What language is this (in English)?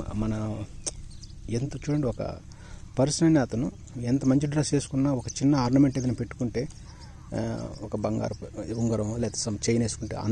Telugu